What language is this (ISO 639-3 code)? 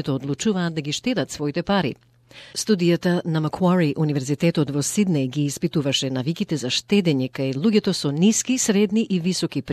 mkd